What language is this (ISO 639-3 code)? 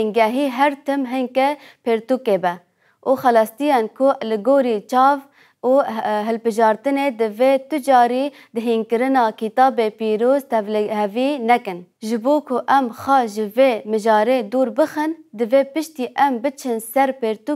kur